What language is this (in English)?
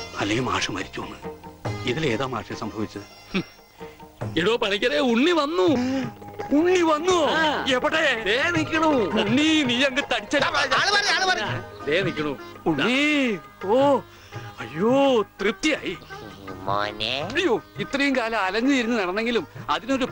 Malayalam